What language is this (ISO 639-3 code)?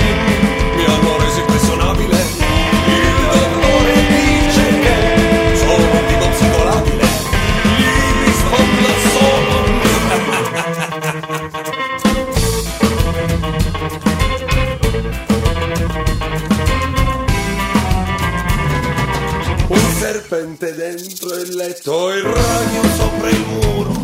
ita